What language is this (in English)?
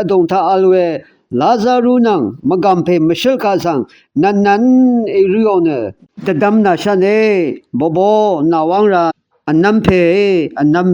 Rawang